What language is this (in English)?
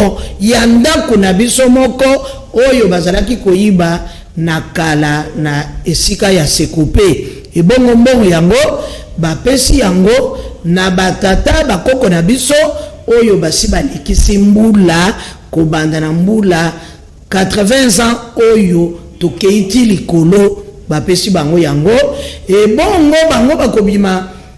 Lingala